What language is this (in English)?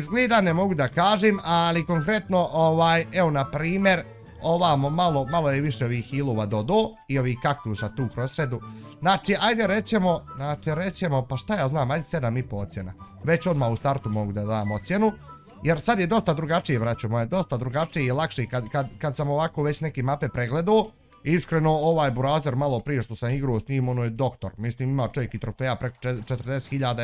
Bosnian